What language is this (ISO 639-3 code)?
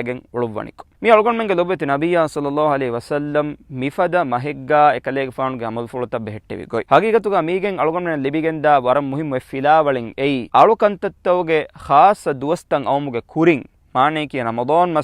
div